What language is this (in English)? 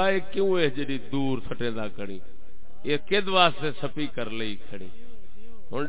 Saraiki